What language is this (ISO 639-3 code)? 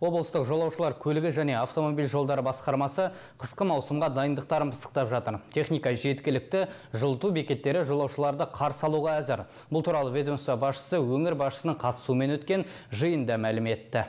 kaz